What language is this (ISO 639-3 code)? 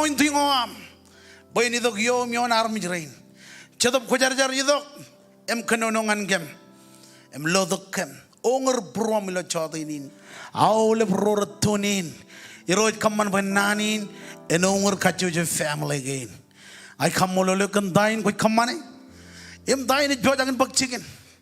mah